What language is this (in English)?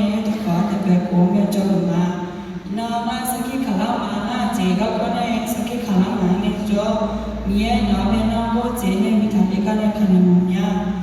Akha